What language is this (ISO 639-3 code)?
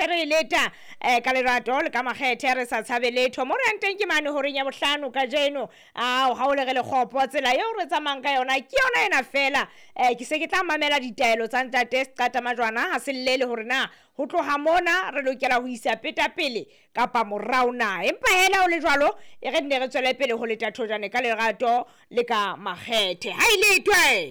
sot